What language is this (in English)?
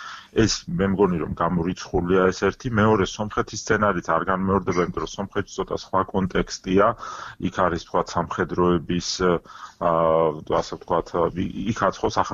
Georgian